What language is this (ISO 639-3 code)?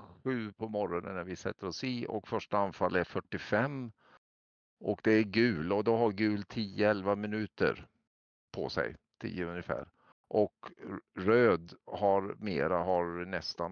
swe